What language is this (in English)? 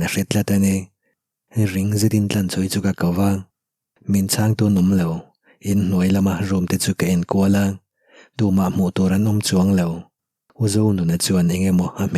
Mizo